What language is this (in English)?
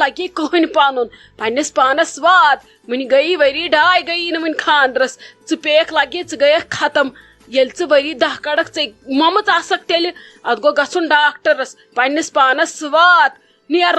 Kashmiri